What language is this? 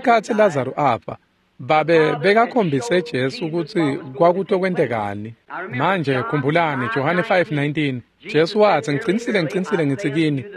Swati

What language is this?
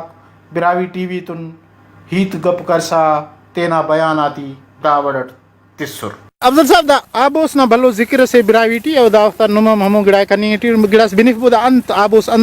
Brahui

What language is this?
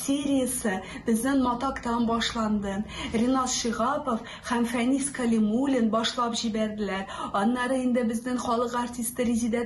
Tatar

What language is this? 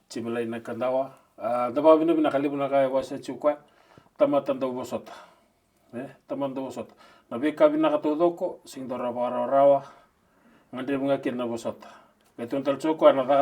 Fijian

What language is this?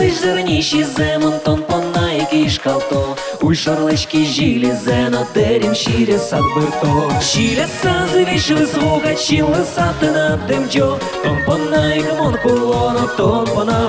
Udmurt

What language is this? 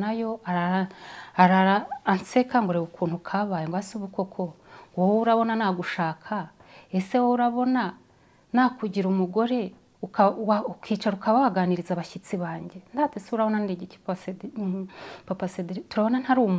Kinyarwanda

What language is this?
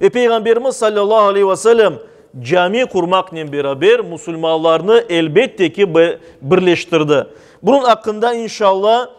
Crimean Tatar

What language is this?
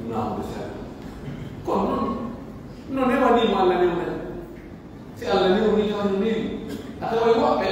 Pular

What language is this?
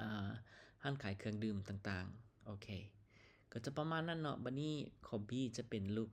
Lao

